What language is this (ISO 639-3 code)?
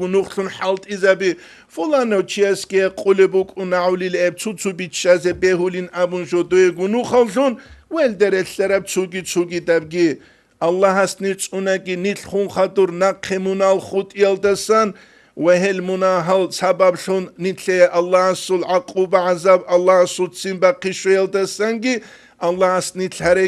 ava